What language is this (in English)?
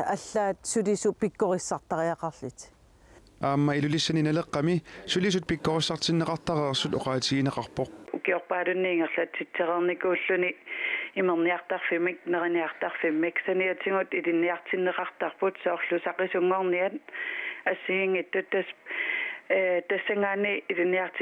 Kalaallisut